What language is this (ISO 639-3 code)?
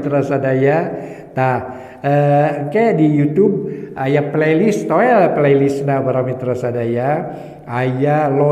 sun